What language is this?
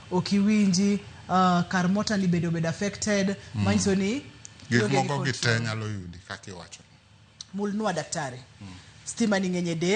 Luo (Kenya and Tanzania)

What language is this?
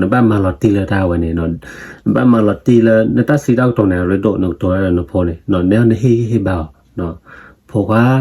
S'gaw Karen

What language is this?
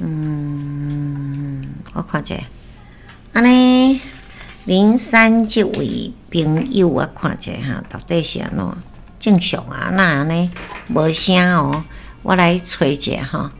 Min Nan Chinese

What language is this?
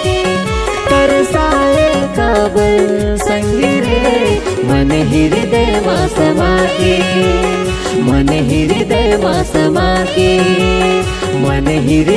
Chhattisgarhi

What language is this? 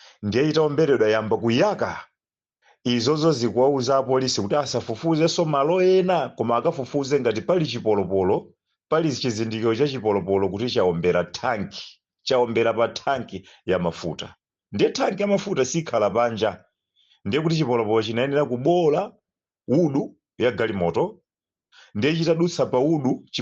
Nyanja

